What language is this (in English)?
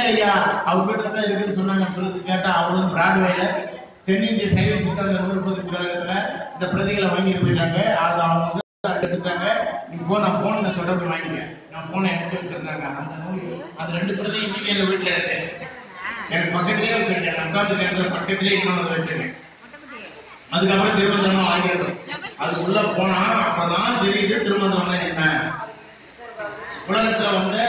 Tamil